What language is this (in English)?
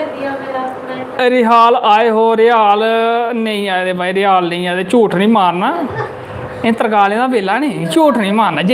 Dogri